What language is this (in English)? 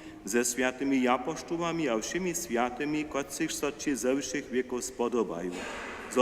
Upper Sorbian